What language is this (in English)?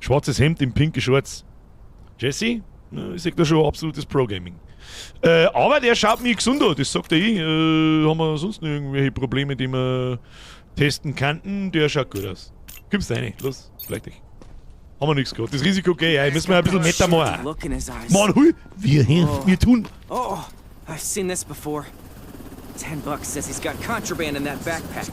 Bavarian